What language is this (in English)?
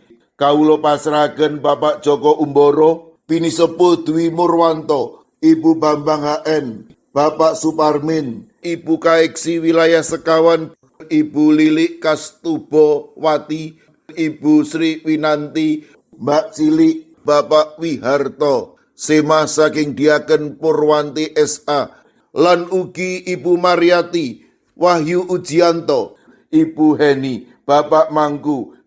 Javanese